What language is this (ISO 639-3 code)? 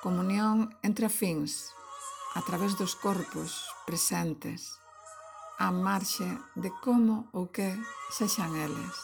glg